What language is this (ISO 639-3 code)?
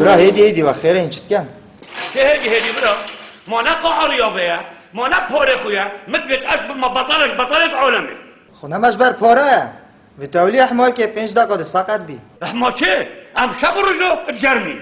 kur